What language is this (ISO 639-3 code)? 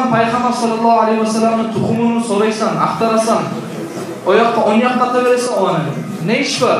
kum